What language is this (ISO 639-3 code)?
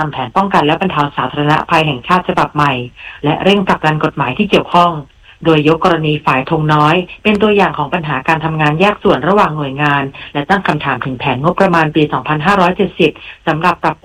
tha